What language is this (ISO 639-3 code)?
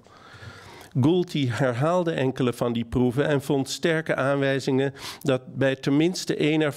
nld